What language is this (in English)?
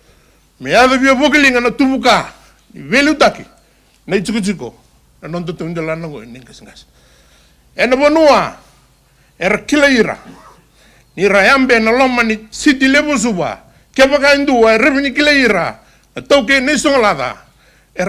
Fijian